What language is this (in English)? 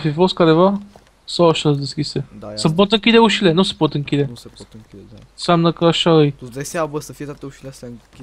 Romanian